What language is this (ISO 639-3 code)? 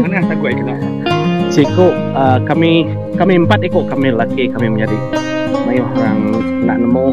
iba